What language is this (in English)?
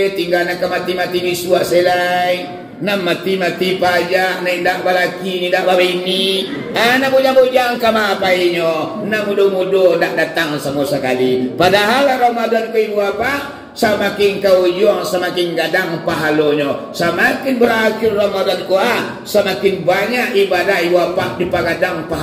Minangkabau